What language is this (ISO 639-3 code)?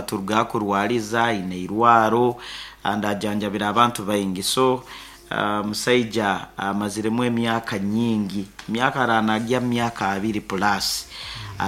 nyo